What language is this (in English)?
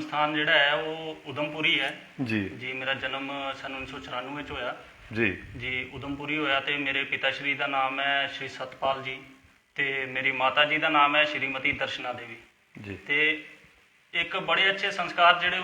Dogri